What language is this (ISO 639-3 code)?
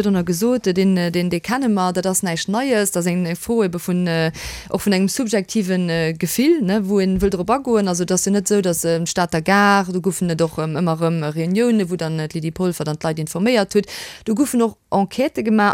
ltz